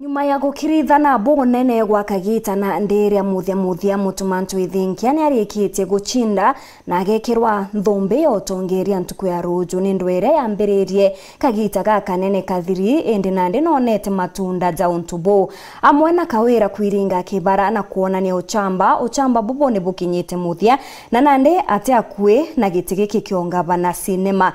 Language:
Meru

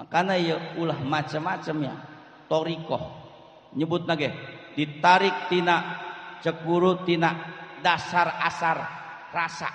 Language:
Sundanese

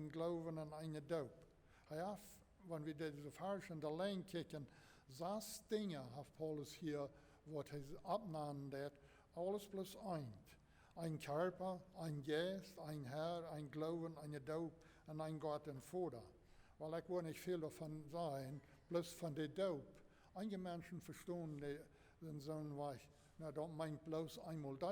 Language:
Plautdietsch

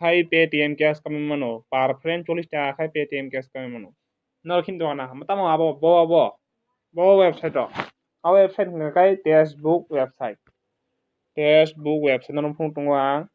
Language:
Kok Borok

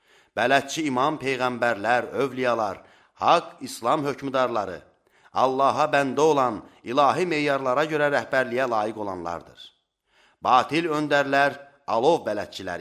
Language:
Azerbaijani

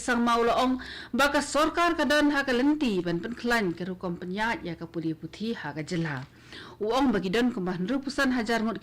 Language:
Khasi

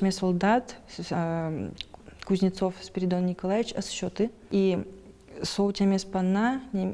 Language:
Udmurt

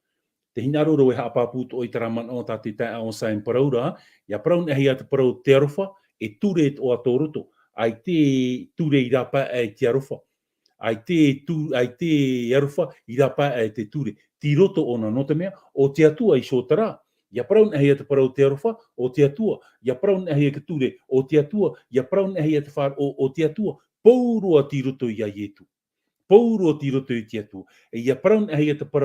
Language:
Tahitian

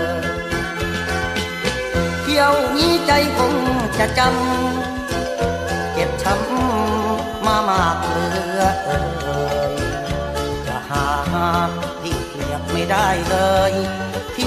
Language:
Thai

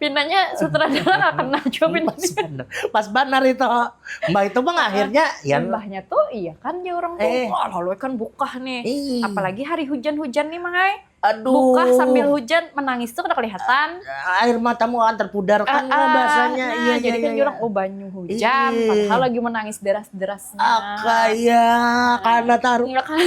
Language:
Banjar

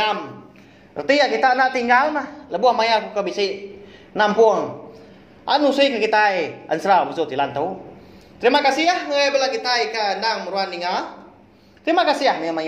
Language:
Iban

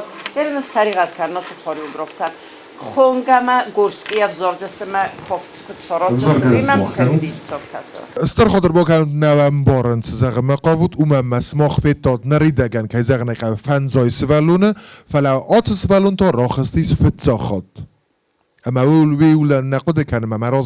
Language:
Ossetic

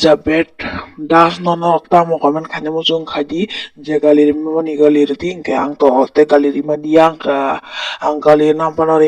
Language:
Kok Borok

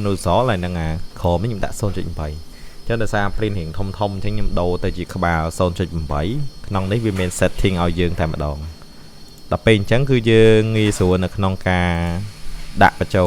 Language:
Khmer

